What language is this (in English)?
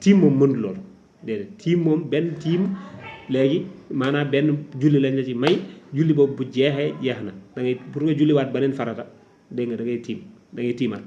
Wolof